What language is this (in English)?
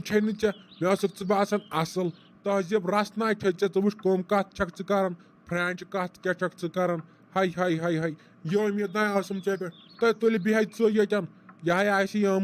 Kashmiri